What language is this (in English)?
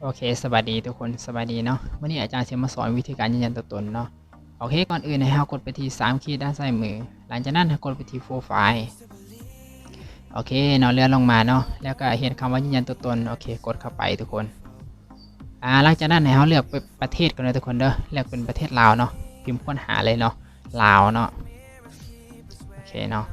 Lao